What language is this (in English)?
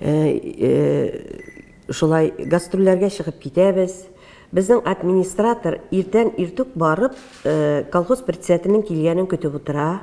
Tatar